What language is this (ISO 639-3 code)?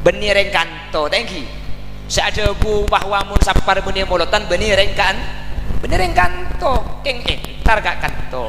mad